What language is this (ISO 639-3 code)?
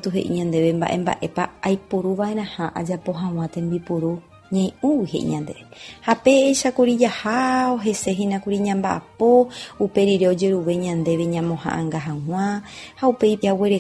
grn